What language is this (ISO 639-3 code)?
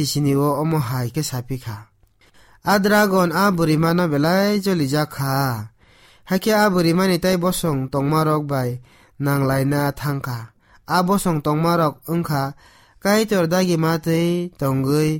trp